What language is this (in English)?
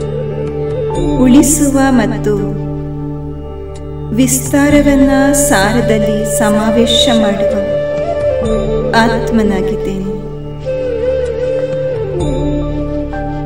Kannada